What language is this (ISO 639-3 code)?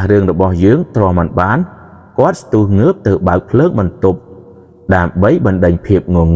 khm